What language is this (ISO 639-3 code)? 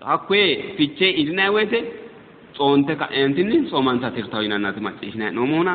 sid